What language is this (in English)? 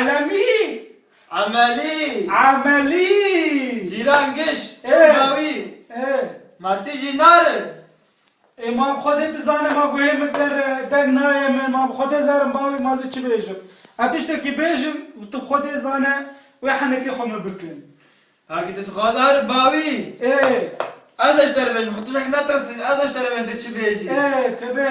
Kurdish